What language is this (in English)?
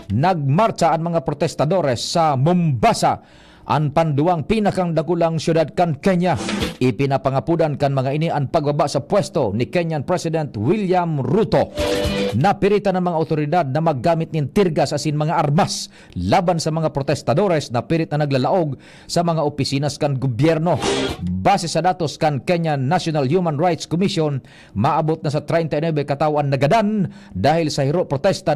Bikol